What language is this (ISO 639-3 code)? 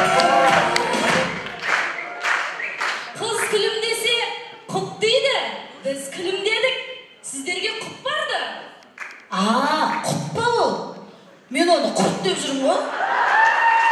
kaz